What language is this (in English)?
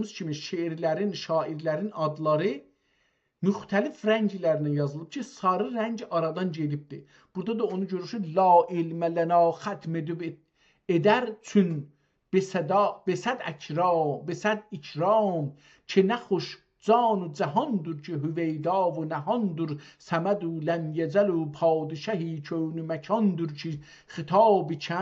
South Azerbaijani